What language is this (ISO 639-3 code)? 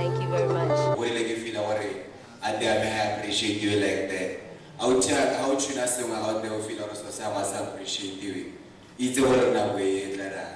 tsn